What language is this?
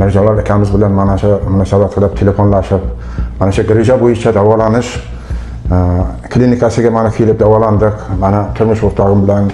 Uzbek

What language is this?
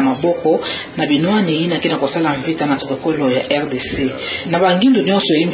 Kituba (Democratic Republic of Congo)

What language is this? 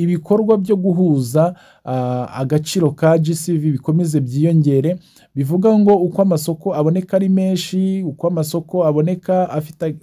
Kinyarwanda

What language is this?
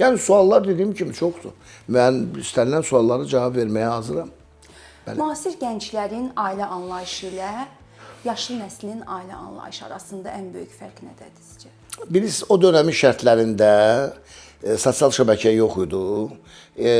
Azerbaijani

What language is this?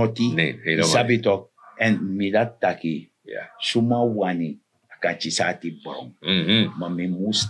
Sranan Tongo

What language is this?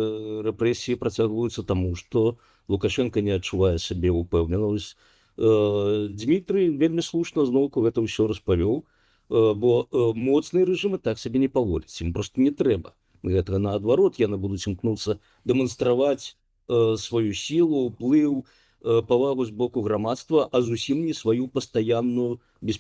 Belarusian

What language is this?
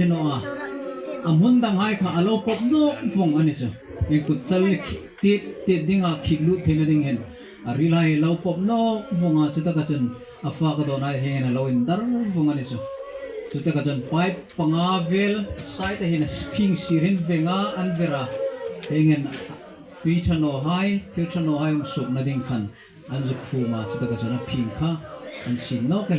Hmar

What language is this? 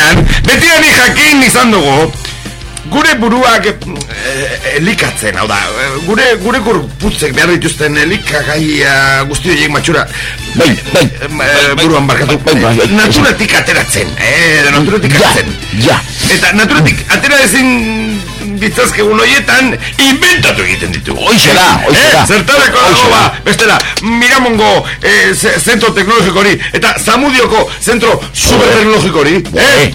Basque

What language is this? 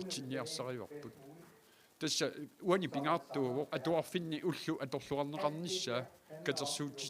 Kalaallisut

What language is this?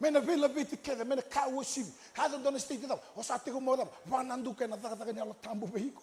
Fijian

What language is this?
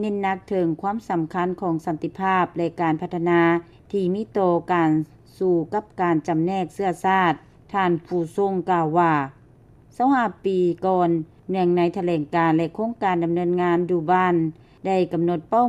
Lao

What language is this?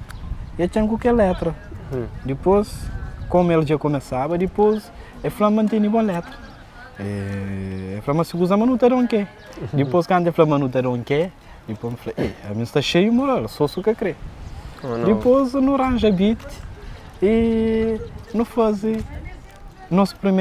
Kabuverdianu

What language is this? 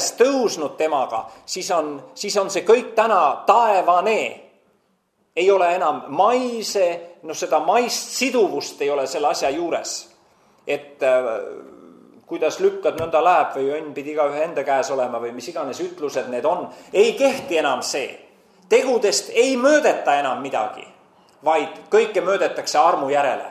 Estonian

